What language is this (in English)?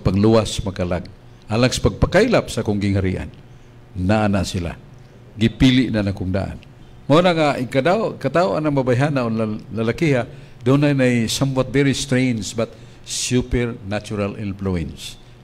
Cebuano